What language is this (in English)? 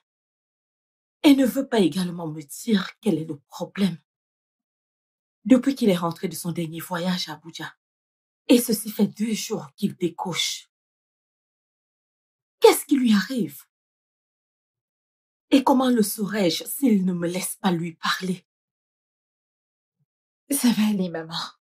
French